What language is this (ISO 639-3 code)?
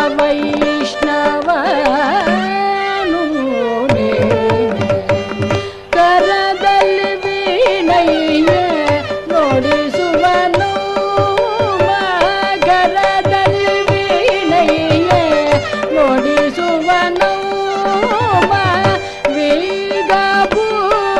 kan